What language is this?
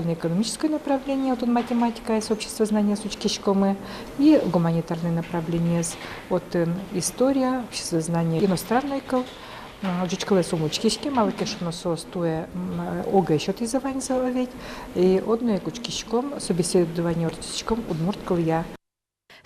Udmurt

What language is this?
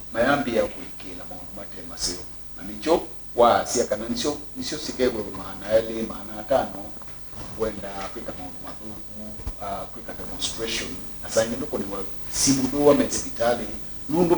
Kamba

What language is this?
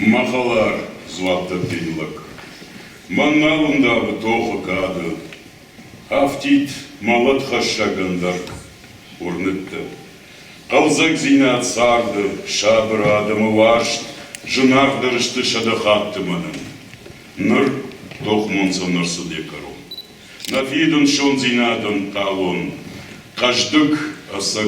Ossetic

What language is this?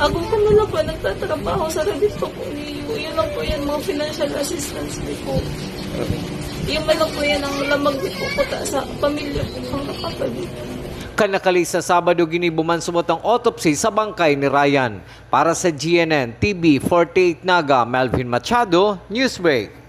Bikol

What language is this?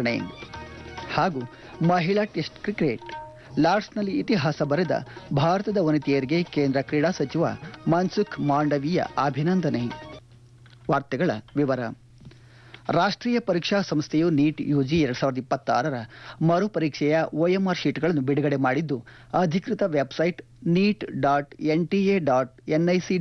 Kannada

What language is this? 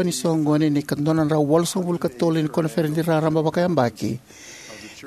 Fijian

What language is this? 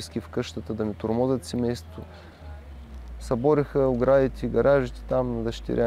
Bulgarian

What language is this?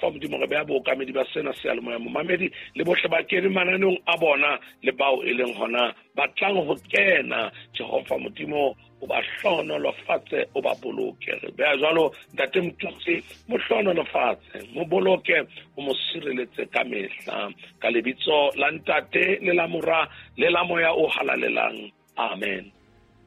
Southern Sotho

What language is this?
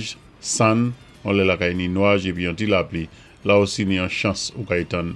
Saint Lucian Creole French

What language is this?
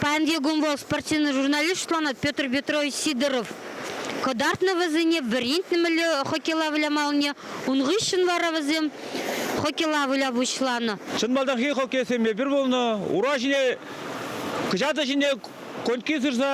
Chuvash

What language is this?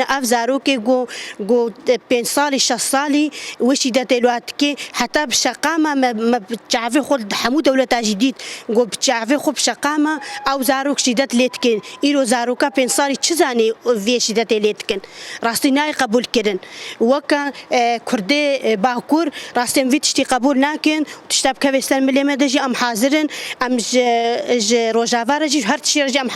Kurdish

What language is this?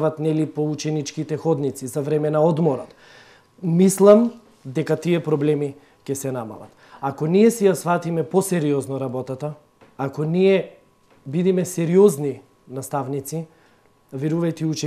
Macedonian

